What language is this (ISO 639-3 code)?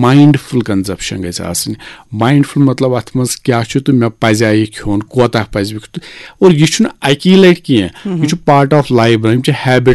kas